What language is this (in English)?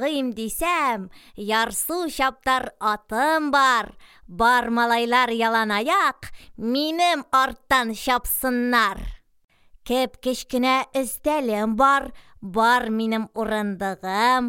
Tatar